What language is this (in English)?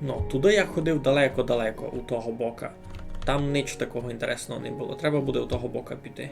Rusyn